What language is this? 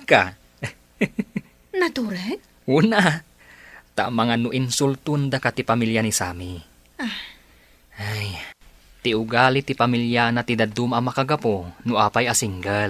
Iloko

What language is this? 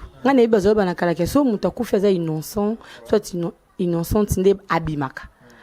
Lingala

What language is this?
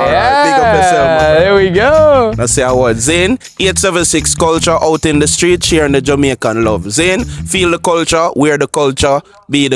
Jamaican Creole English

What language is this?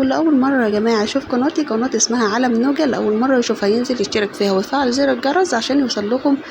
Egyptian Arabic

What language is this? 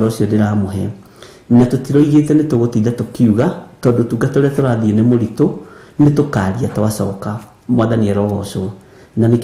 Kikuyu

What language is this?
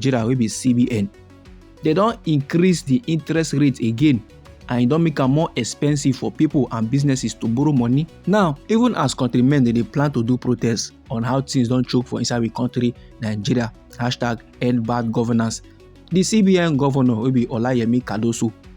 Nigerian Pidgin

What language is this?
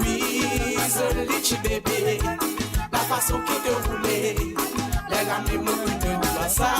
Morisyen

